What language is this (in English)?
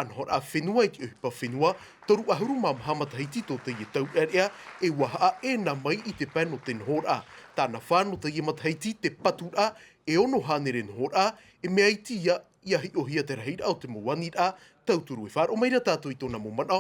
Tahitian